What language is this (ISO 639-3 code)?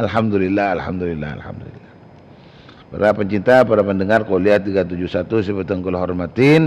mad